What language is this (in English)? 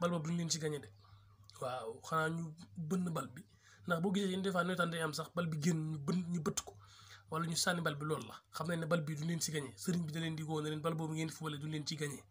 Wolof